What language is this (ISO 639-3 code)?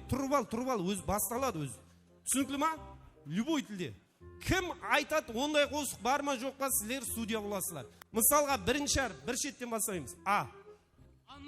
kaa